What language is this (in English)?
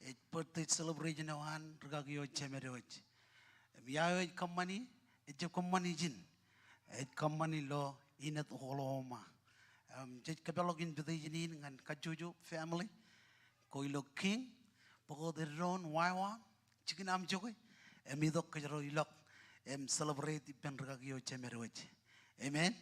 Marshallese